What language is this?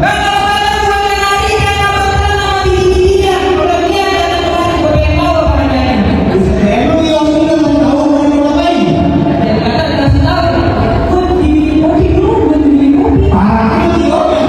Betawi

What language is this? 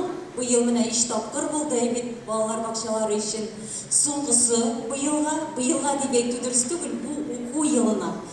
Tatar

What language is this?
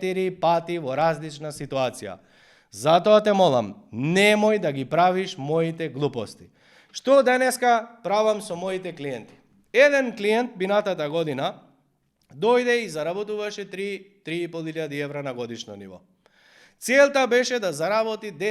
Macedonian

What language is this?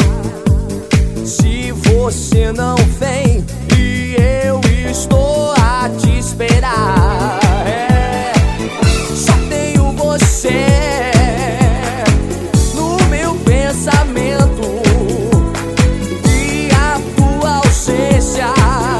Portuguese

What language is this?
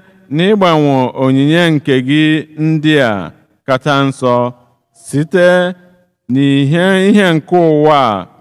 Igbo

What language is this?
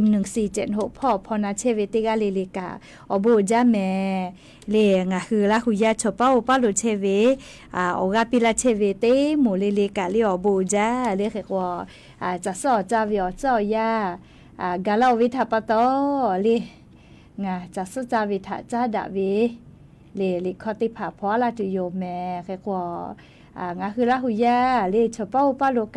Lahu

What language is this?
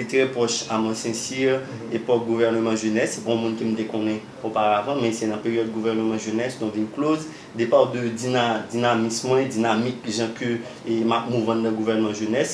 Haitian Creole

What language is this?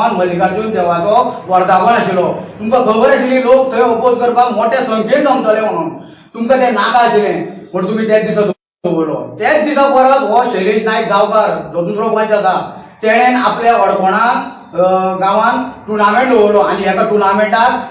Konkani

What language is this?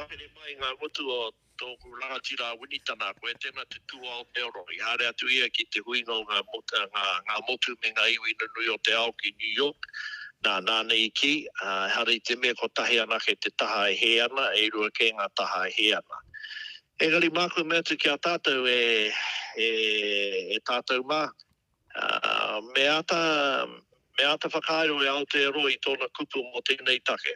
Māori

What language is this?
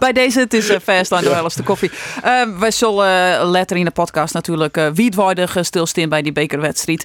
Western Frisian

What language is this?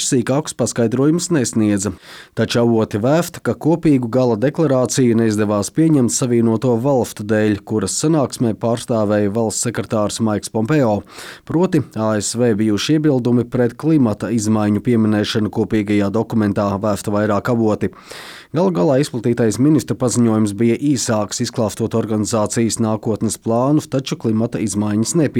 Latvian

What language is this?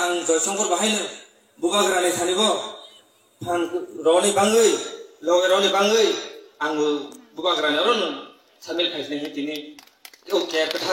Kok Borok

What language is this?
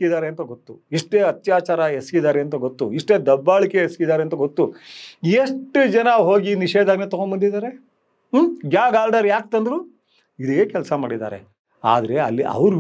Kannada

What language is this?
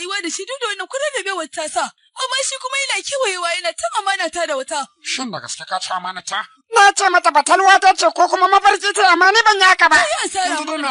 Hausa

